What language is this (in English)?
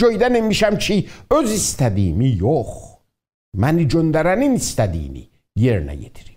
South Azerbaijani